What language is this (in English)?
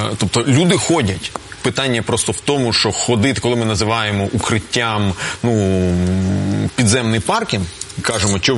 Ukrainian